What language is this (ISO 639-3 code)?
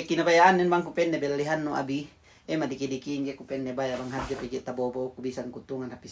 yka